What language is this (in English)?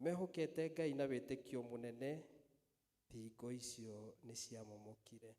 Kikuyu